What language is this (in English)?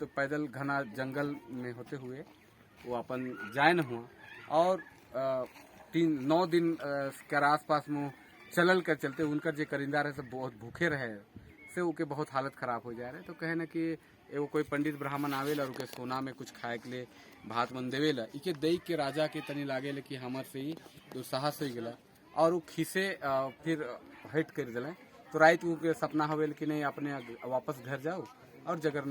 Sadri